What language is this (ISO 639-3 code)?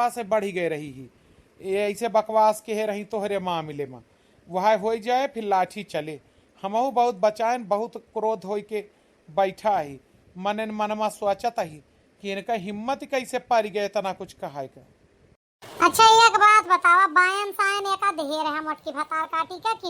awa